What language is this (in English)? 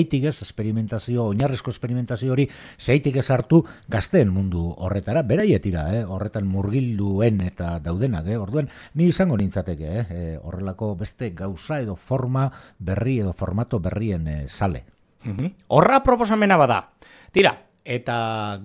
Basque